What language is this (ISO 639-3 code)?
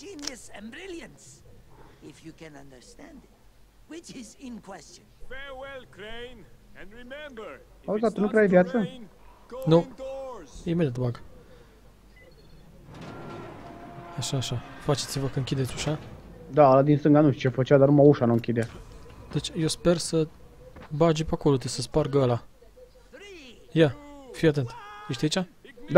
ron